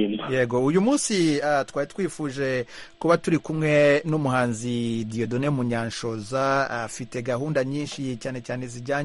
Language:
Kinyarwanda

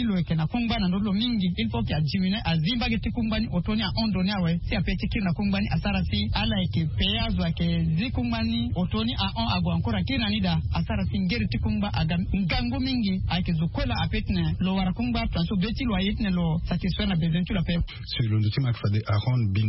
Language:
Sango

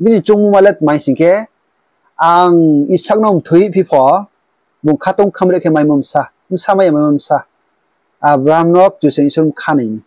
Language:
Riang (India)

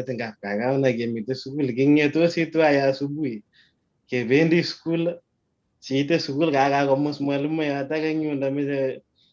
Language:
Kalenjin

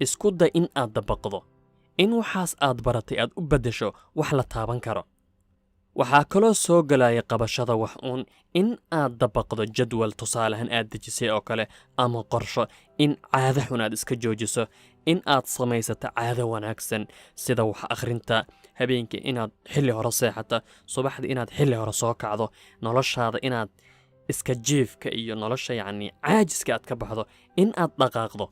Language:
Somali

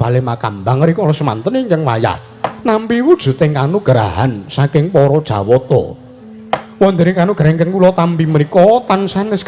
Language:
Javanese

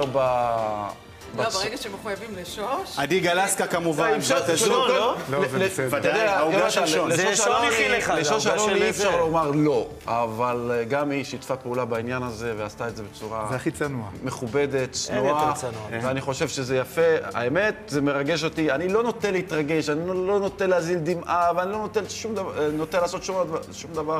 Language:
Hebrew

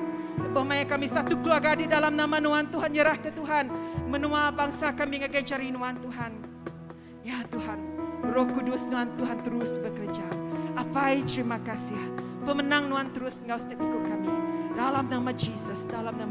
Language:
Iban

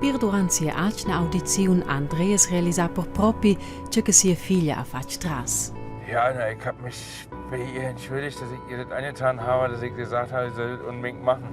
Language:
Romansh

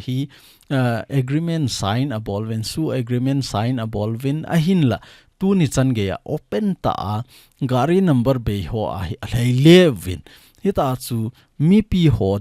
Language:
Thado Chin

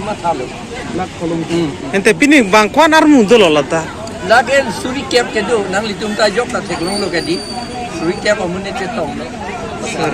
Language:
Karbi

